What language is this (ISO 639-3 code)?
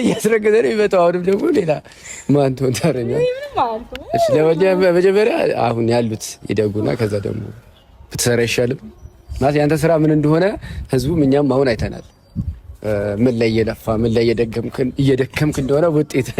amh